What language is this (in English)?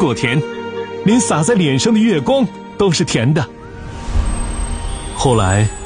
Chinese